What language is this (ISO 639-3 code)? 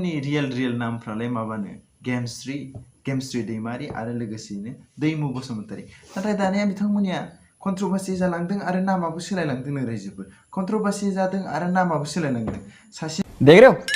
brx